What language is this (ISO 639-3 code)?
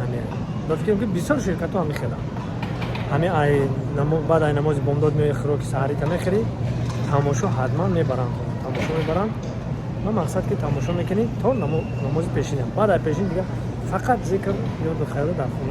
tgk